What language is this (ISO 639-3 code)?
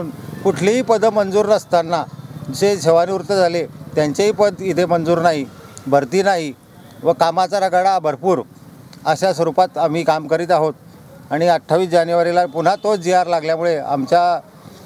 mar